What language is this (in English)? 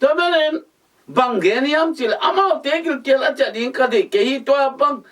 Tedim Chin